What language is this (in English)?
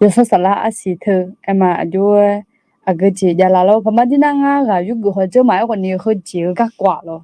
Akha